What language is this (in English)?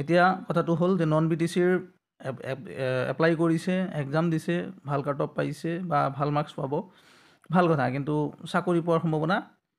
Assamese